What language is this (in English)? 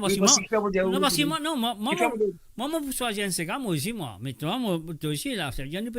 Morisyen